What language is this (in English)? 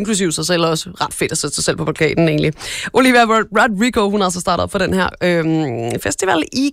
Danish